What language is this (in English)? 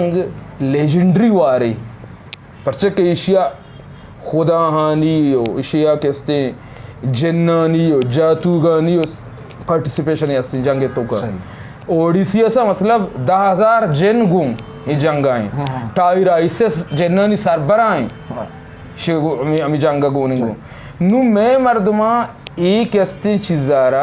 Eastern Balochi